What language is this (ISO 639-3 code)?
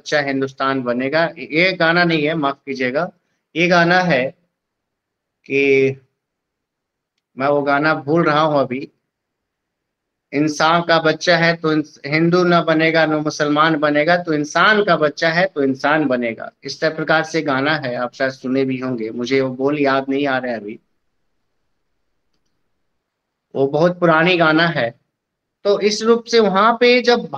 hin